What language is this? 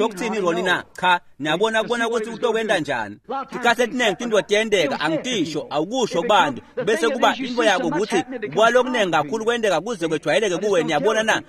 Swati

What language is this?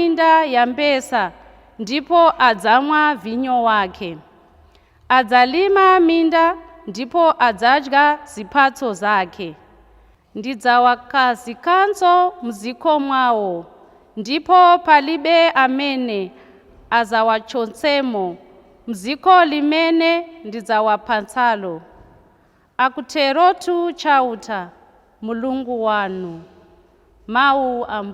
Nyanja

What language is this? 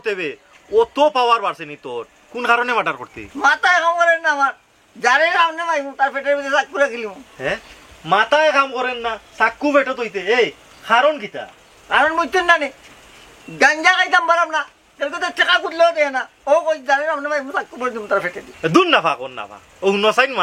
Sylheti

